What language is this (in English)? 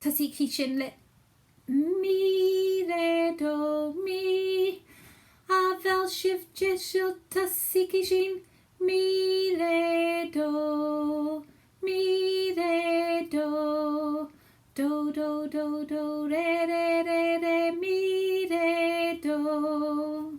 Scottish Gaelic